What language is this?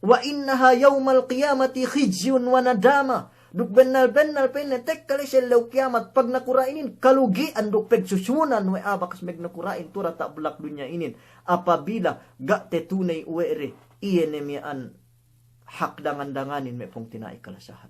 Yakan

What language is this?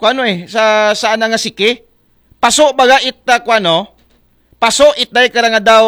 Aklanon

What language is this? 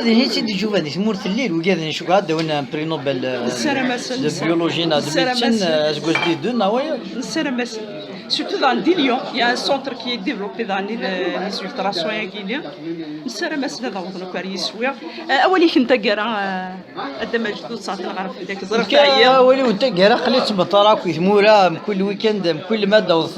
Kabyle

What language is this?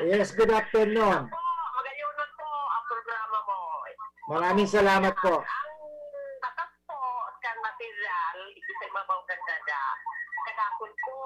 Bikol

